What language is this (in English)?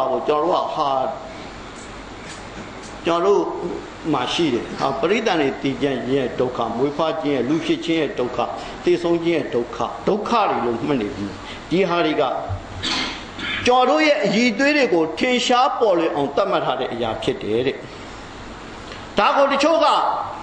Burmese